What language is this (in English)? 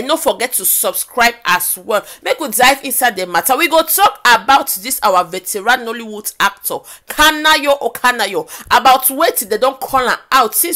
Nigerian Pidgin